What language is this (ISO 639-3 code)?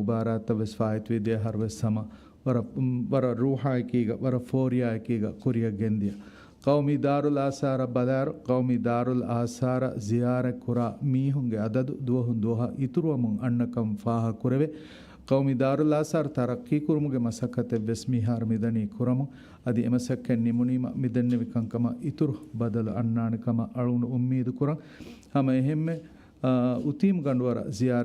div